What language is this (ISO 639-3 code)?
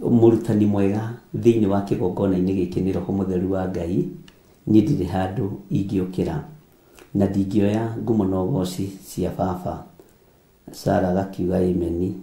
kik